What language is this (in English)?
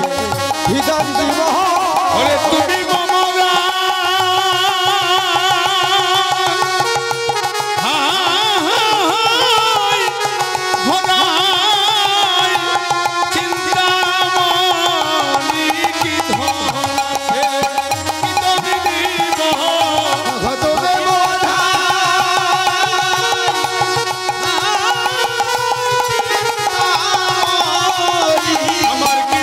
Bangla